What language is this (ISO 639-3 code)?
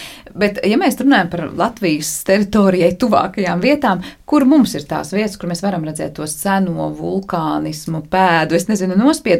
lav